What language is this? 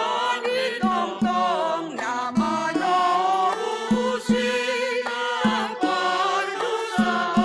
Batak Simalungun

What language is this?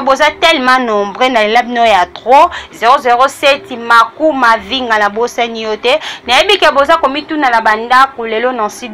Lingala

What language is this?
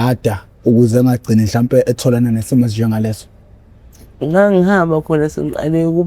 Zulu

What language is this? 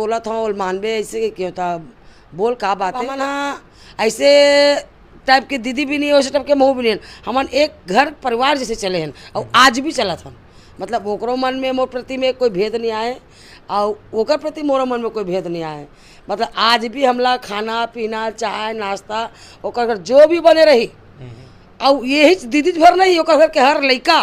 Chhattisgarhi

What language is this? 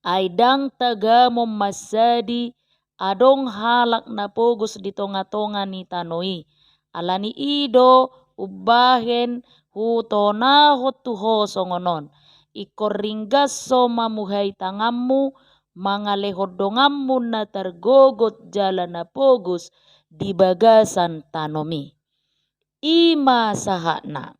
Batak Toba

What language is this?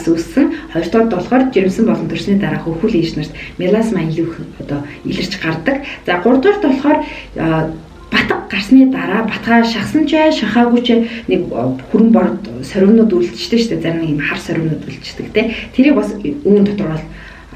Mongolian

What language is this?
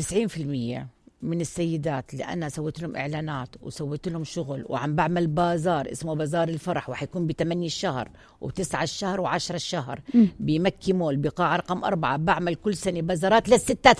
North Levantine Arabic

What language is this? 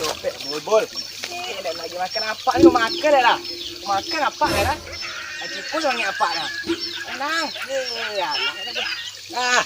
Minangkabau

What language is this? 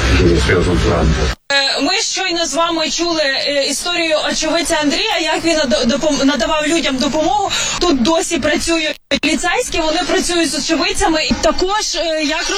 Ukrainian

